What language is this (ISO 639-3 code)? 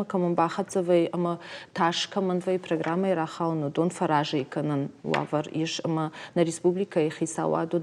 oss